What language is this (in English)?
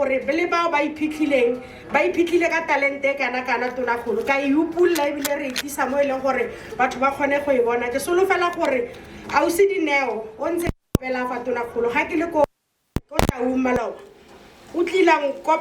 Tswana